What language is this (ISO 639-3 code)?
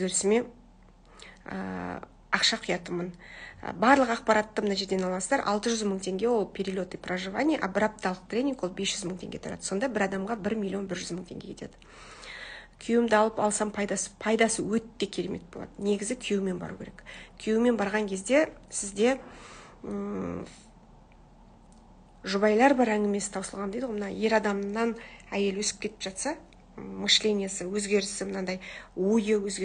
kaz